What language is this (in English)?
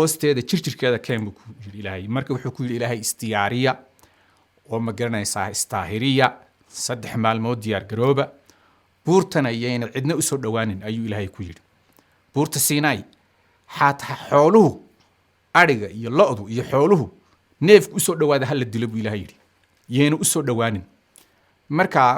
Somali